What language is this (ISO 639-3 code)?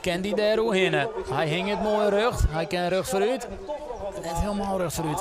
fry